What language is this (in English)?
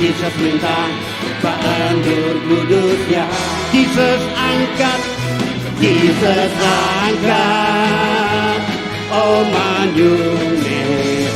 Iban